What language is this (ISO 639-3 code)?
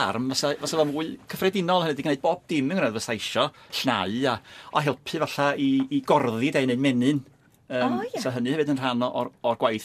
cym